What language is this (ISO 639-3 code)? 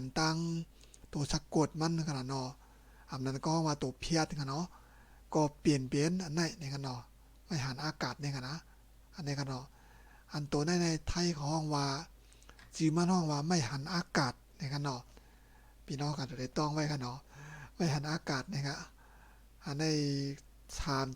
shn